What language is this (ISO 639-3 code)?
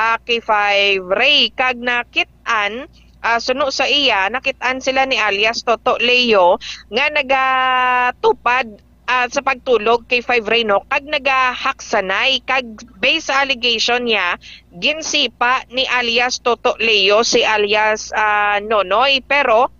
hil